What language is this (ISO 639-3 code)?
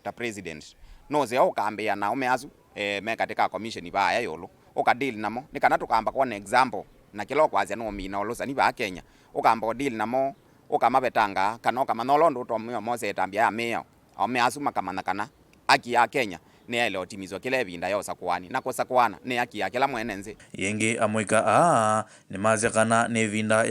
kam